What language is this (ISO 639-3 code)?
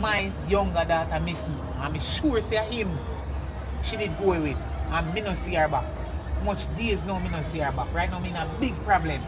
jam